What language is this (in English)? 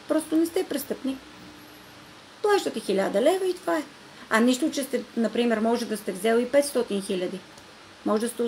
Bulgarian